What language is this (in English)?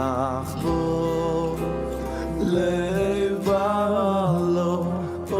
Yiddish